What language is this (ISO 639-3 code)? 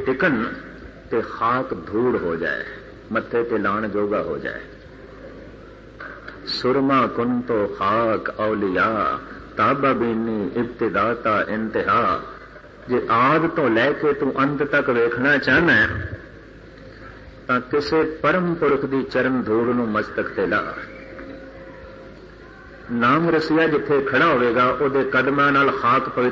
pan